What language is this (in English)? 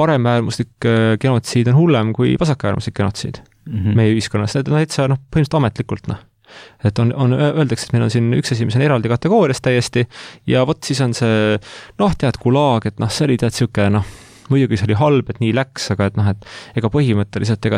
Estonian